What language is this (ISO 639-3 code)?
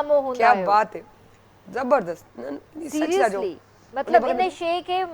snd